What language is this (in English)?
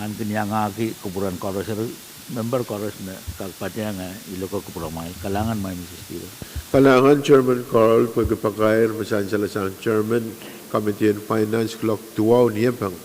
Pohnpeian